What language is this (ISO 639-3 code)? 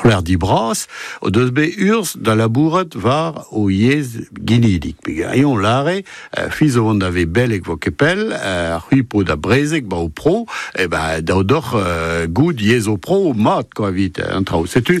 bre